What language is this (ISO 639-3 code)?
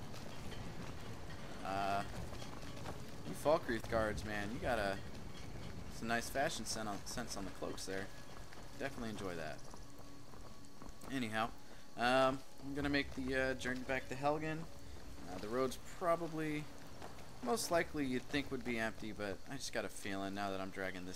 eng